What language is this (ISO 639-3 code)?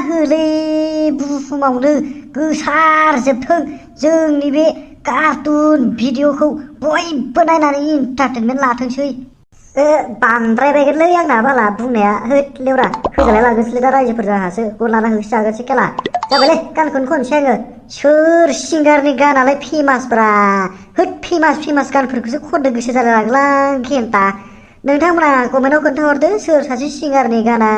brx